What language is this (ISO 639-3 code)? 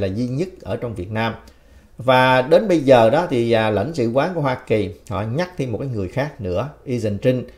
vie